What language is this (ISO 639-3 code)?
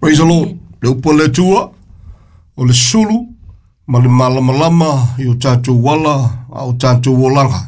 smo